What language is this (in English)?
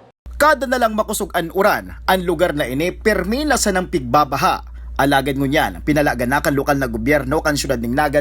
Bikol